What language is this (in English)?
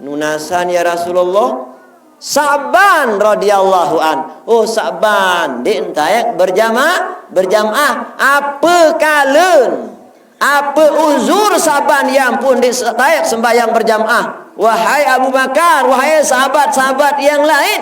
Sasak